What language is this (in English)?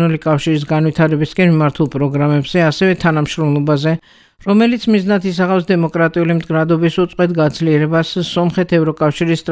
Georgian